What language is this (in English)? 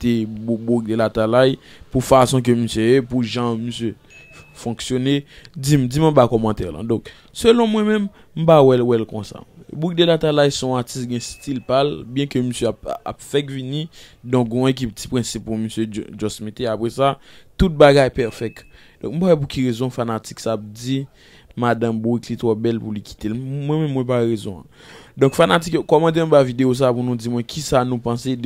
Haitian Creole